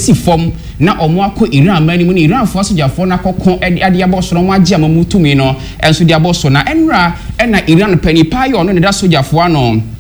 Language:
Akan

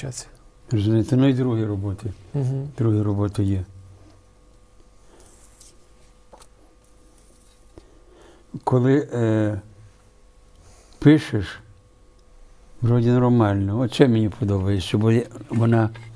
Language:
Ukrainian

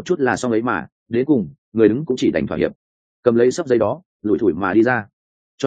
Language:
Vietnamese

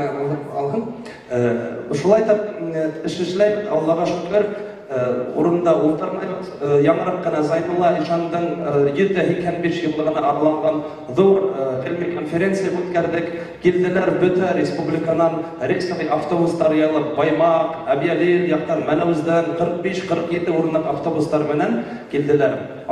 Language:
Bashkir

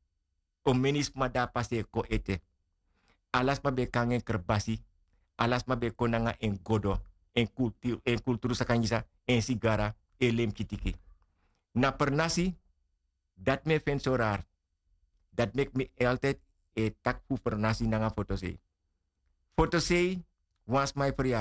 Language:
Sranan Tongo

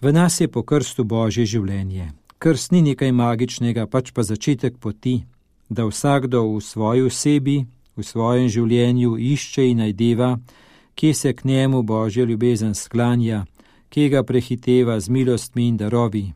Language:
Slovenian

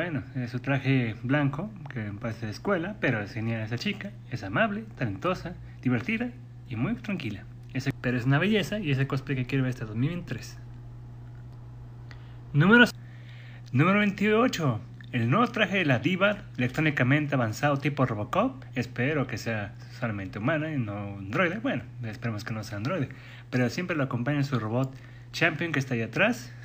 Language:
Spanish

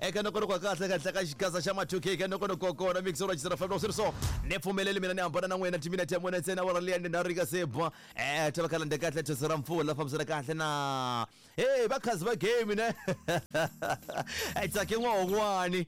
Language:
Tsonga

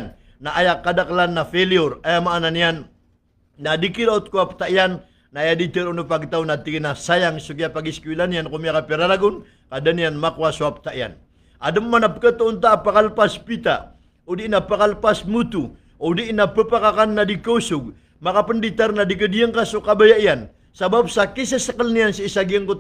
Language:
Maranao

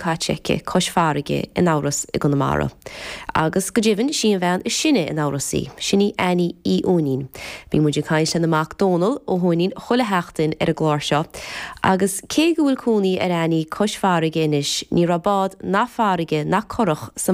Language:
Irish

